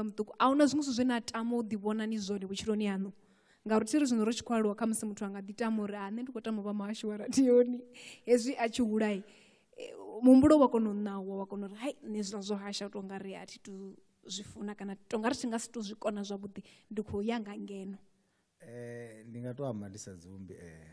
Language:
Venda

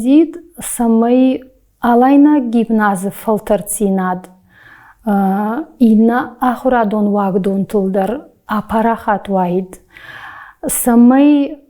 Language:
Ossetic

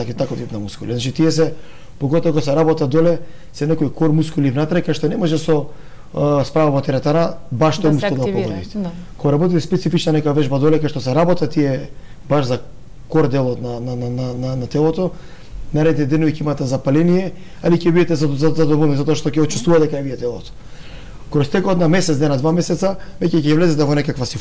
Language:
Macedonian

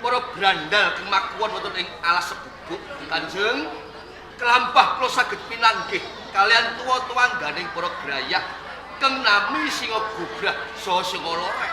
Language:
Javanese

